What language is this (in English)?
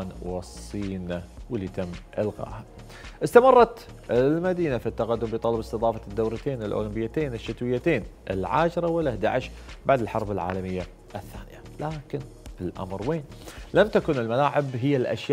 Gulf Arabic